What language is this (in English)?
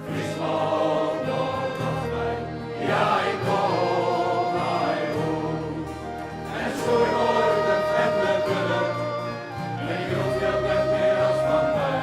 Western Frisian